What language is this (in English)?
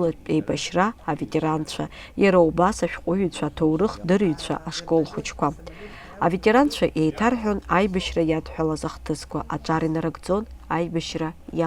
Abkhazian